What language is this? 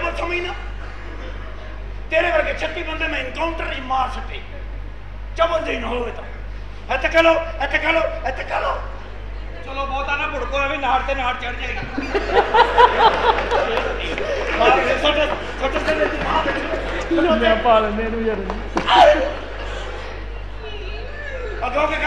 Punjabi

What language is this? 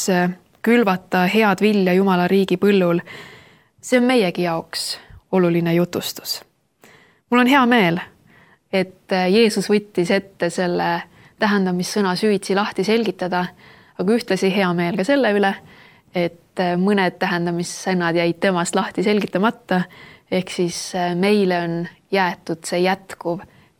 Estonian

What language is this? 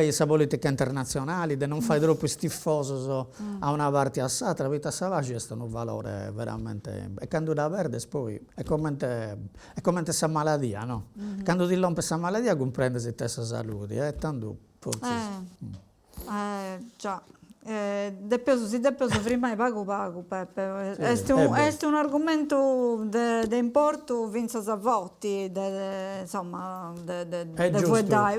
Sardinian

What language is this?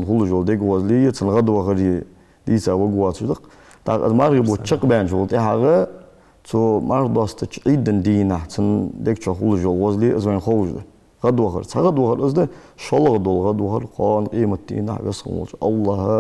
Ingush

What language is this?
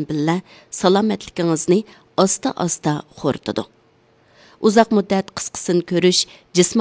Uyghur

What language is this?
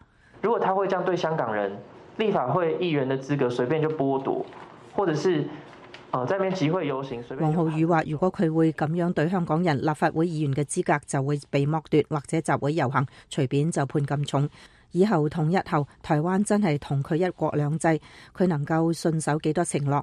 Cantonese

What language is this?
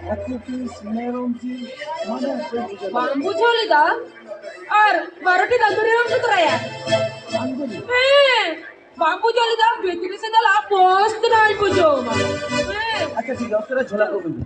Santali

